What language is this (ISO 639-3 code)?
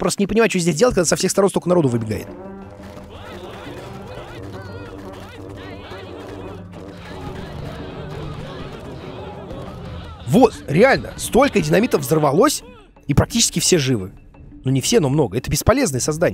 rus